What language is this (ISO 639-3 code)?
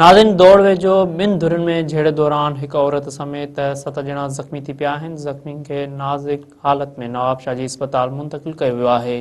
snd